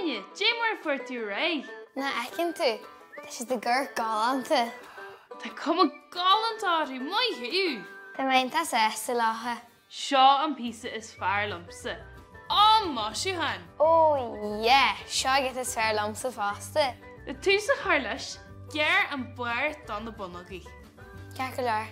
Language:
Irish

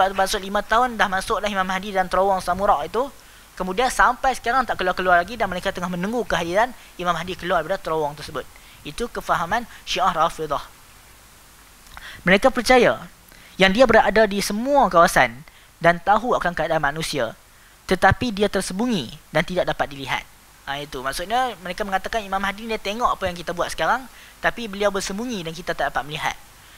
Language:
Malay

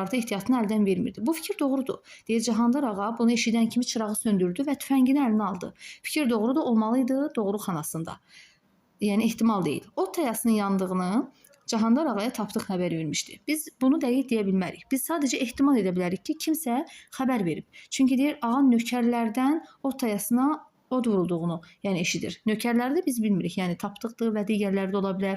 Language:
Azerbaijani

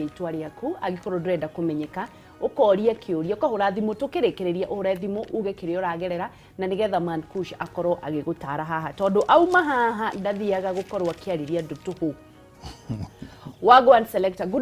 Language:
Kikuyu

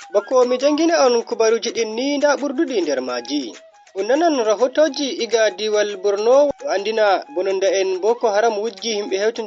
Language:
Nigerian Fulfulde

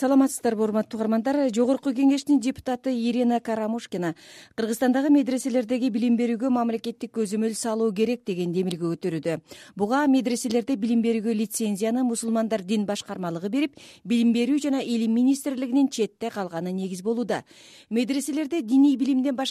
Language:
Kyrgyz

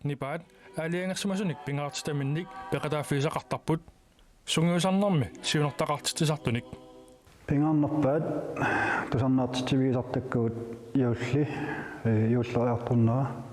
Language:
Kalaallisut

